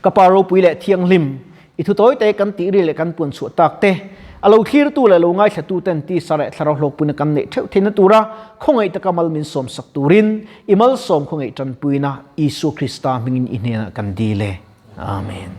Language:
Mizo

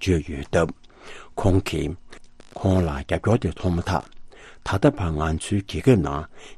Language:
Tibetan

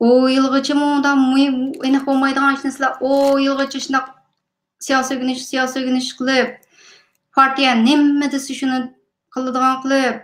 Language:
Uyghur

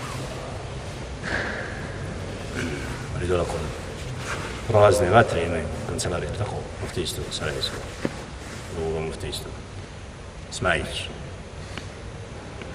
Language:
Bosnian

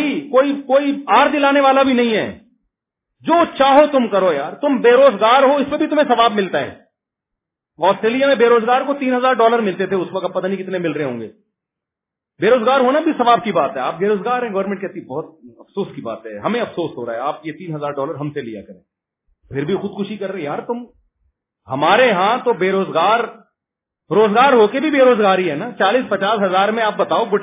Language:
Urdu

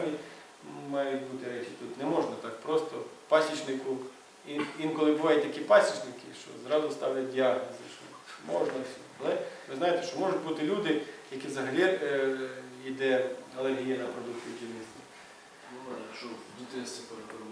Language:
Ukrainian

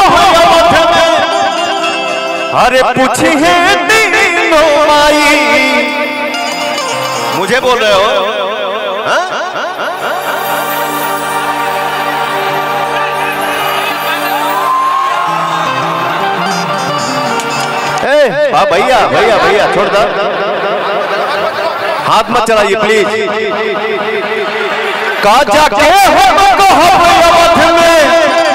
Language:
Bhojpuri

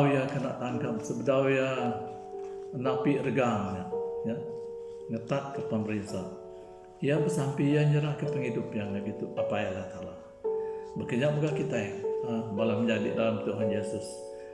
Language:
Iban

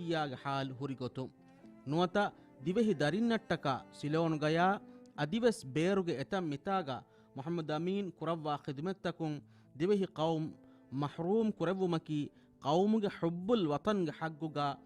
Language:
Divehi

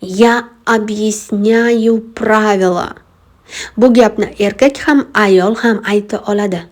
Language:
Uzbek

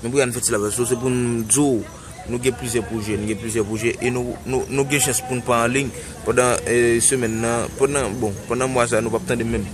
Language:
Haitian Creole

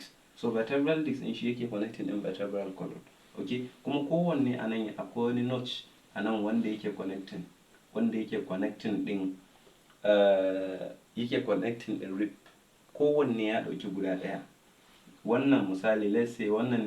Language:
Hausa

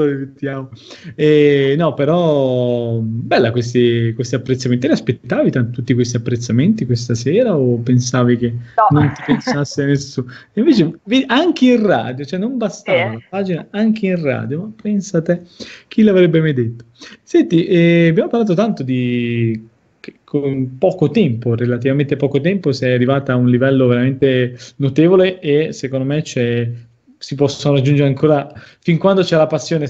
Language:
Italian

